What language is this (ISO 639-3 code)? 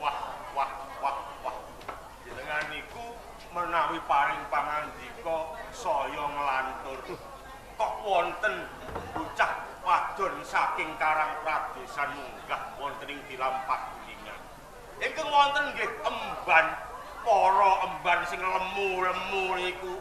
jav